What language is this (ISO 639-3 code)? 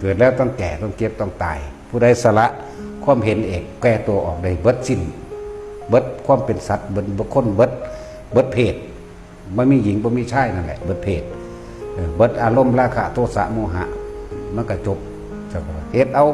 tts